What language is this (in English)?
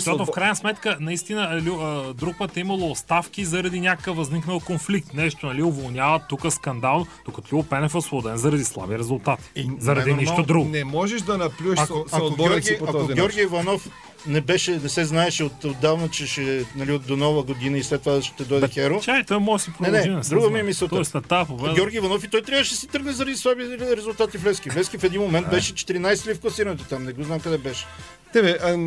Bulgarian